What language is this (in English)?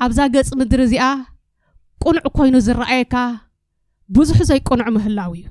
Tigrinya